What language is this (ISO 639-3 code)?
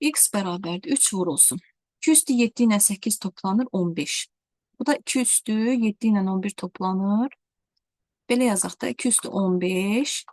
aze